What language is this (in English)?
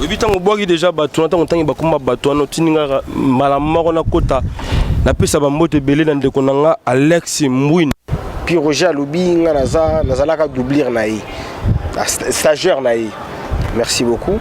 Lingala